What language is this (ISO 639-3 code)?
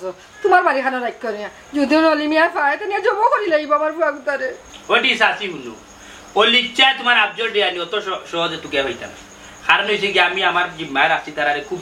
syl